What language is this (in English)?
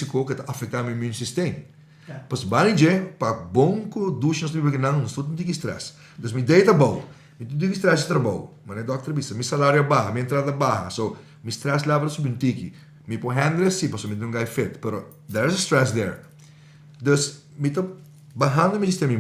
Papiamento